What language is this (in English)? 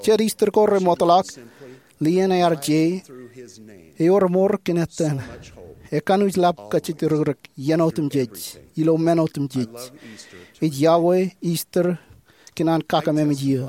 Marshallese